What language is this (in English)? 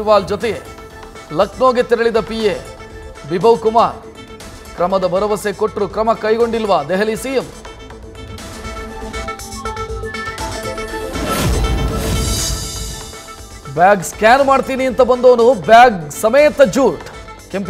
Kannada